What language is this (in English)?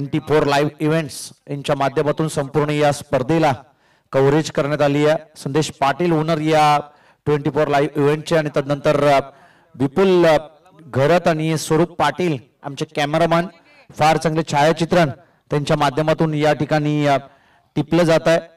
Marathi